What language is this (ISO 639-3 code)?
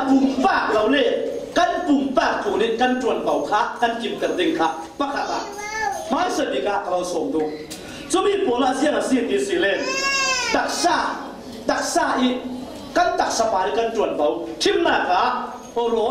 cfm